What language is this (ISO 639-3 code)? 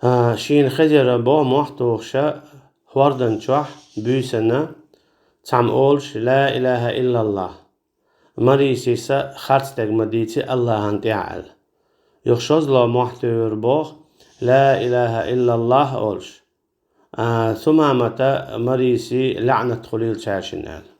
che